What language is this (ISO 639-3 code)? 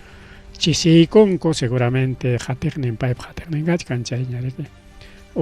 quy